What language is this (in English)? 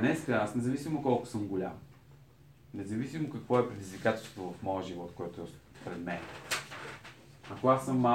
Bulgarian